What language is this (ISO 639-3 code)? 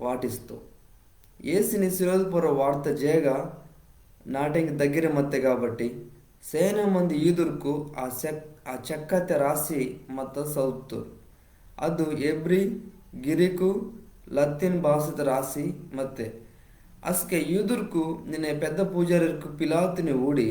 kff